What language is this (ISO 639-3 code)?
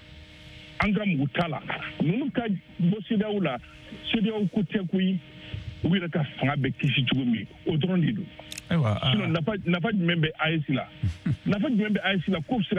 bam